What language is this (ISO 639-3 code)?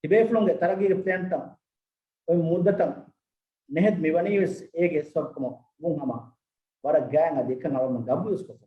div